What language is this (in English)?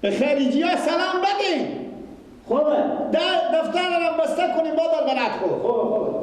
Persian